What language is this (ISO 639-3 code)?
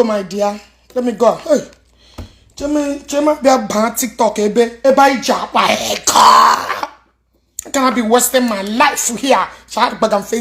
ibo